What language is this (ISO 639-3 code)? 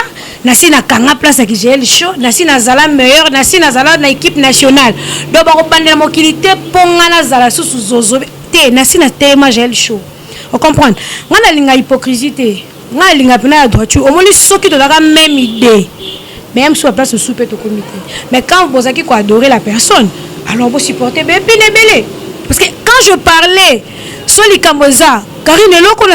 lin